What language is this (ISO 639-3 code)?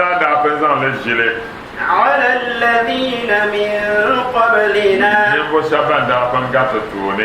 dag